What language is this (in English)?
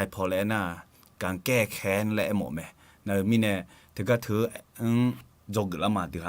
Akha